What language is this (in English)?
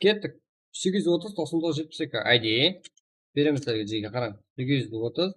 Kara-Kalpak